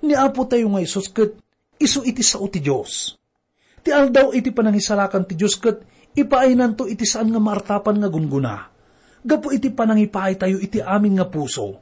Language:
Iloko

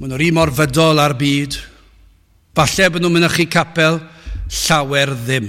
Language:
Welsh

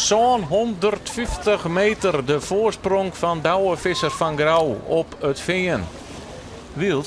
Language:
Western Frisian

